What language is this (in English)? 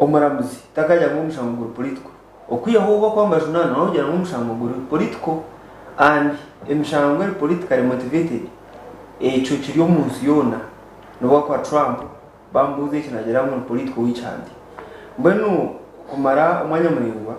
Nyankole